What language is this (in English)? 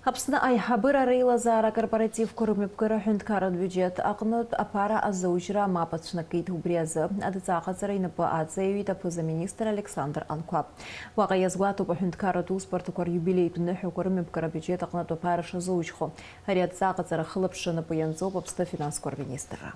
Abkhazian